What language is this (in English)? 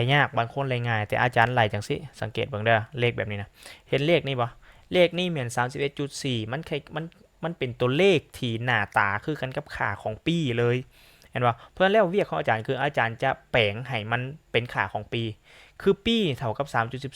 Lao